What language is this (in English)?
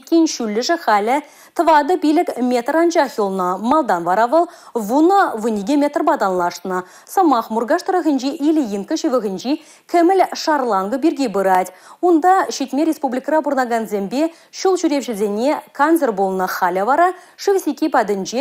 Chuvash